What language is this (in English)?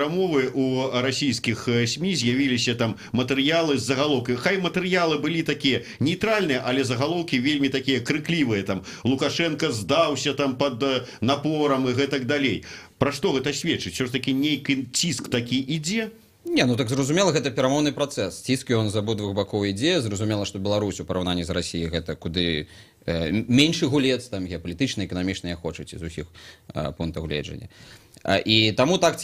Belarusian